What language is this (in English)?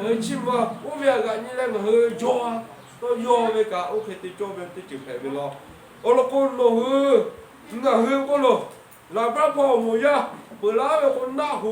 Lahu